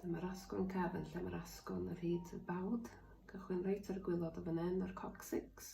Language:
Welsh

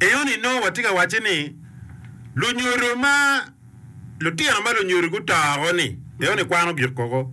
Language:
Acoli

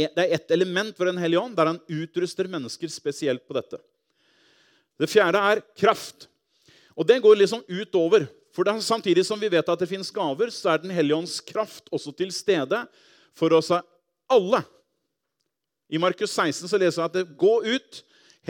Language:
Norwegian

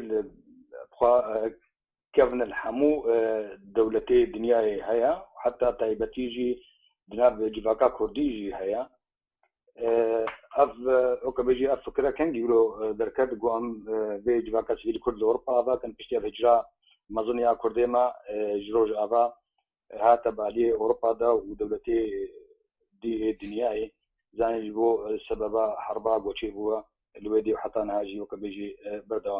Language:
Kurdish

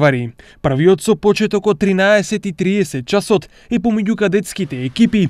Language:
Macedonian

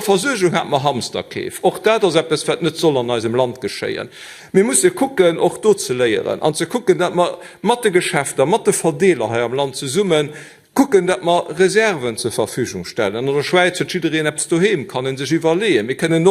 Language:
Luxembourgish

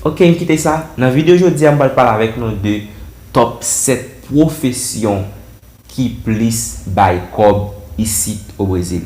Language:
Haitian Creole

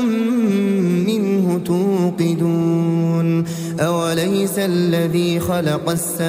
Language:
Arabic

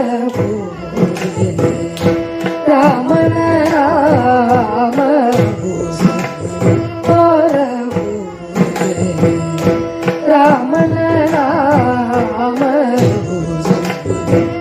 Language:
Kannada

